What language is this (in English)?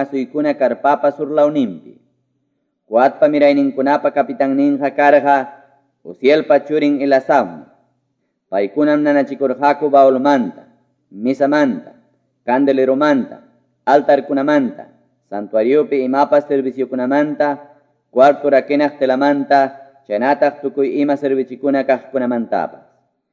Quechua